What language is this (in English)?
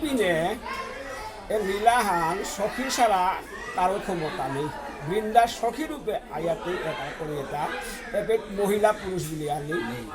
Bishnupriya